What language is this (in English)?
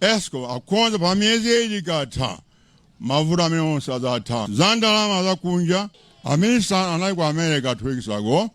Nyanja